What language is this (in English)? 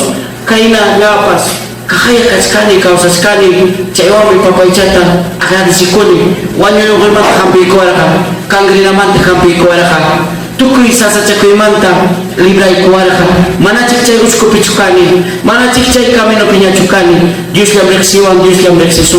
Ayacucho Quechua